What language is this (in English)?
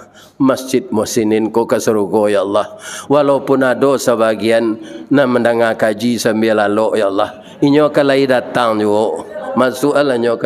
Minangkabau